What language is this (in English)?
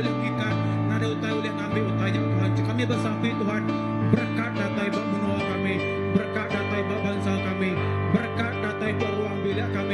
Iban